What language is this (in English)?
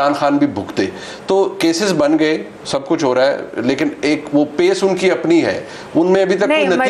Urdu